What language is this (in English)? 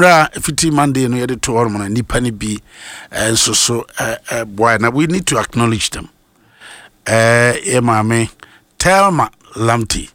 Akan